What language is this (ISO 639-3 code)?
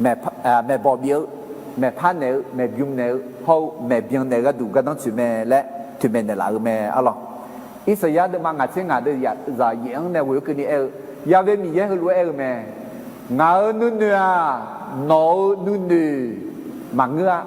ahk